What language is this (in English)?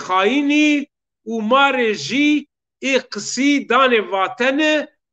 Zaza